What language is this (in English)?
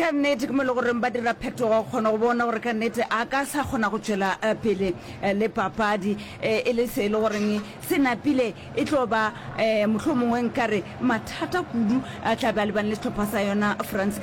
Northern Sotho